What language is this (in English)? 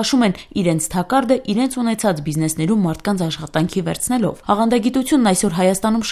Armenian